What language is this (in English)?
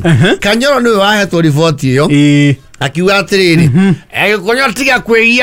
Kikuyu